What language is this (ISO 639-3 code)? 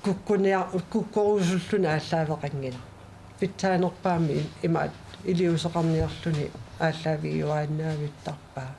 kal